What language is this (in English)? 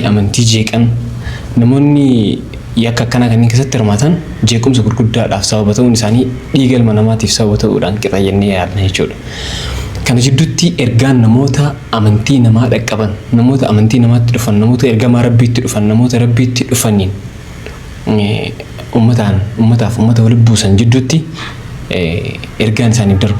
Oromo